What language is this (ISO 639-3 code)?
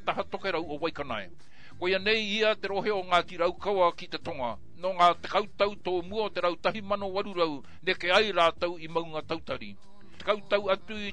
mri